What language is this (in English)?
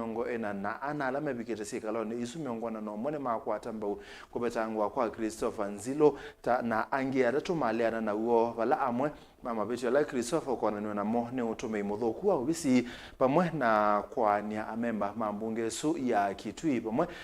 Kamba